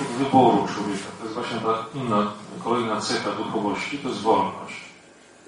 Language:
Polish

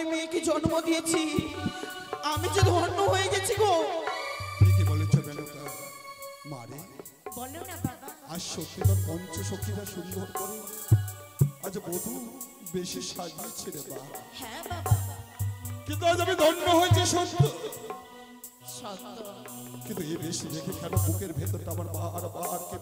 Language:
Bangla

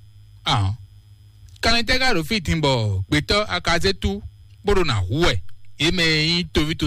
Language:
Fon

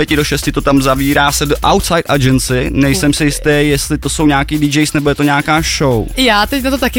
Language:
Czech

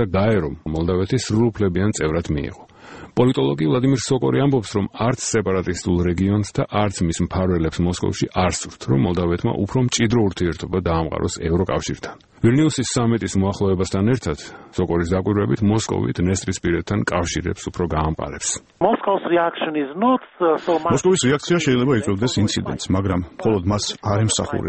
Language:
Georgian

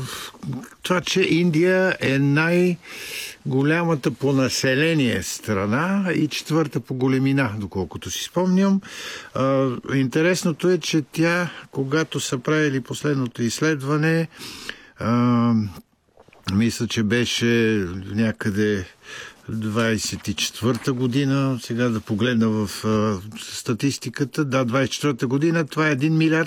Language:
Bulgarian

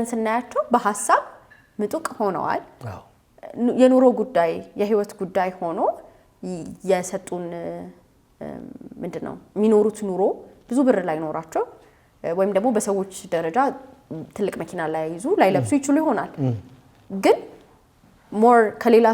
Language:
Amharic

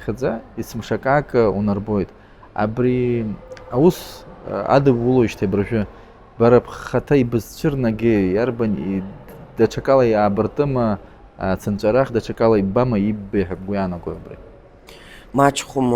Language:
Abkhazian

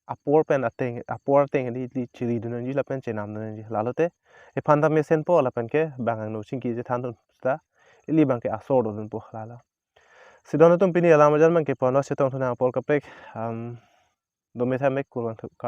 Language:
Karbi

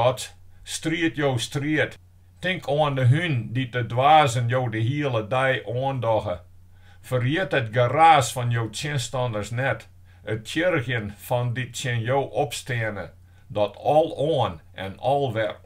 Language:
Western Frisian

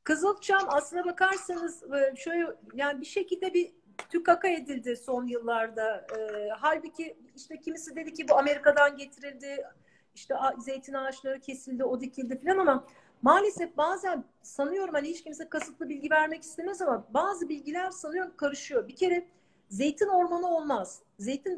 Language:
Turkish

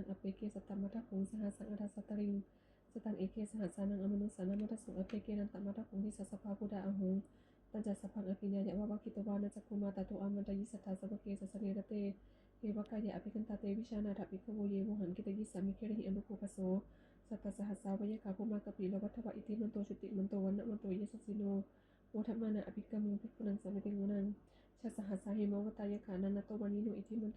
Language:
Pali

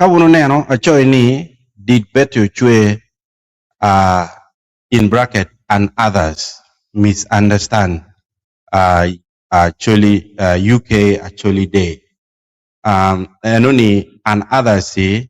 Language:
Acoli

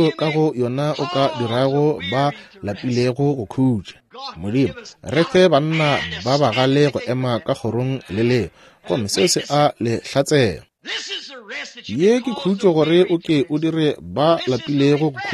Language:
Northern Sotho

